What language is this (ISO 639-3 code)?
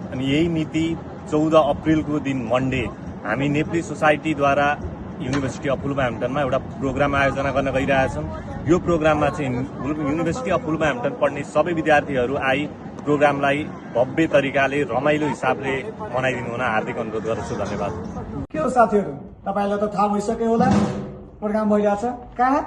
nep